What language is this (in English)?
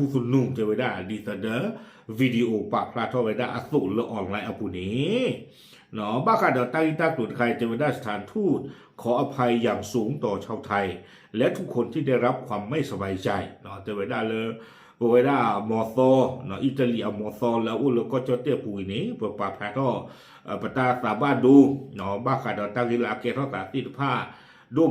S'gaw Karen